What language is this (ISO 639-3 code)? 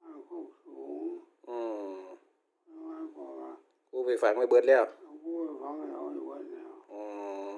tts